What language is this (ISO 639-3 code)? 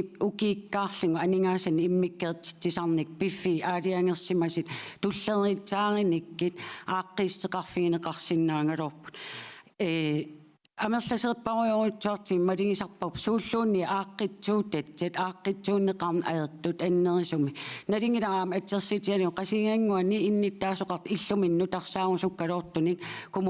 kal